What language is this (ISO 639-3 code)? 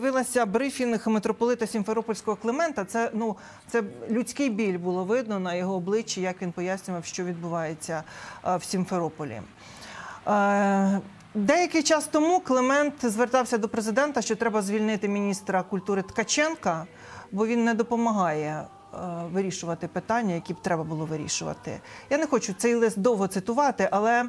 ukr